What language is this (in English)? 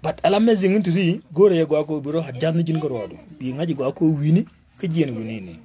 Nuer